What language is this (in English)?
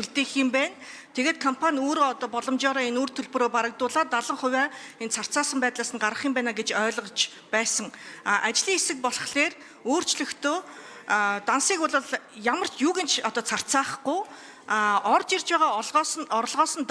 Mongolian